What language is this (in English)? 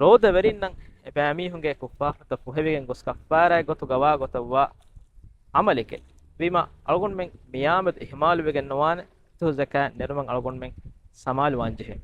Divehi